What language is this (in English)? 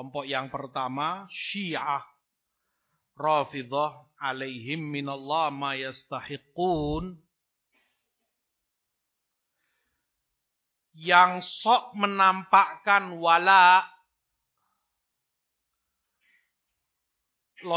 Indonesian